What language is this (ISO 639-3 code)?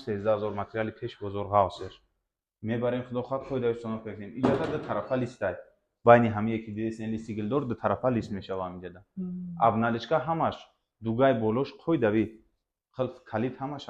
tgk